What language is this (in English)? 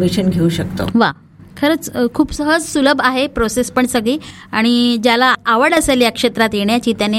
Marathi